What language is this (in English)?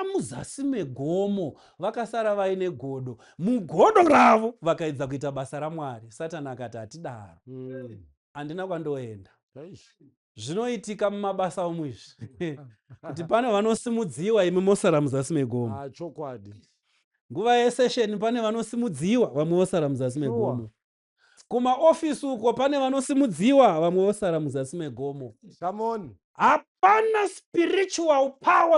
Shona